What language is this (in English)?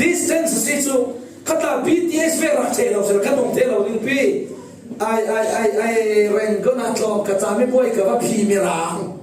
Falam Chin